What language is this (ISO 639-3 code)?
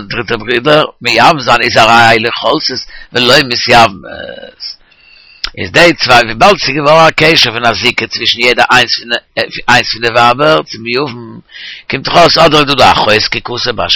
yid